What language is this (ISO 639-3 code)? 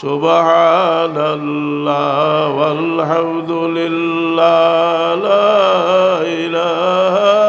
syl